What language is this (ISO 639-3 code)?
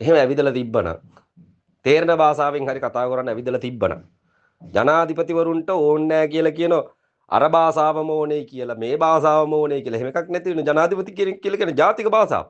sin